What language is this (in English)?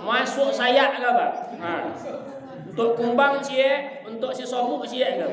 Minangkabau